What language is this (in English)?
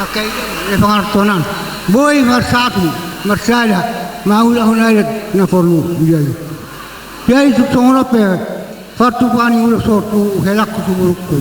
Batak Toba